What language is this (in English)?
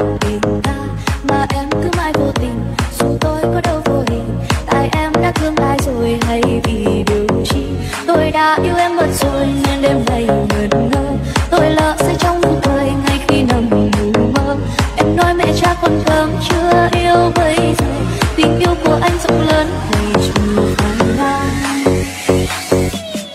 Vietnamese